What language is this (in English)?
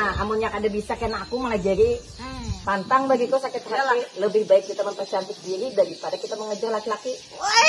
Banjar